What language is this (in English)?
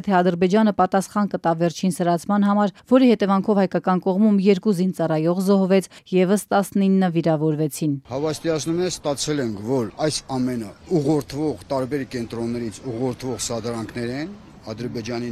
Armenian